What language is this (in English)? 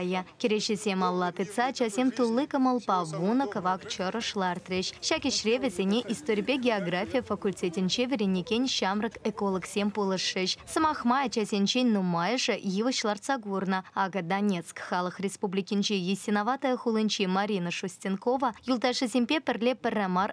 Chuvash